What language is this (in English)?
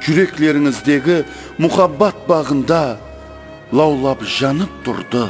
Kara-Kalpak